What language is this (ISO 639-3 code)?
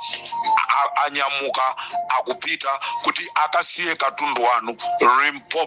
nya